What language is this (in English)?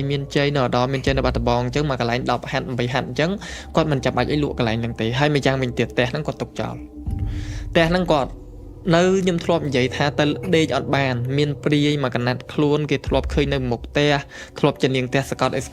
Khmer